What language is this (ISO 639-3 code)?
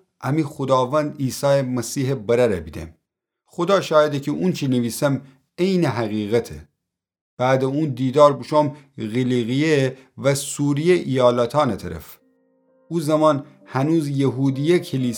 glk